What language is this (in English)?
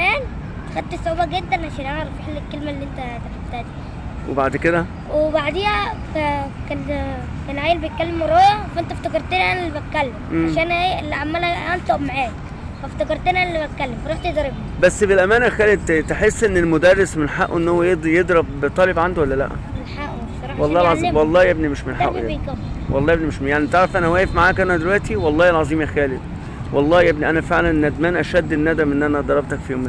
Egyptian Arabic